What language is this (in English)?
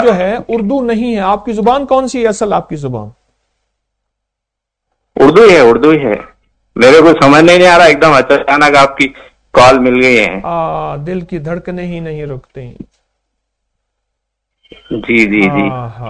Urdu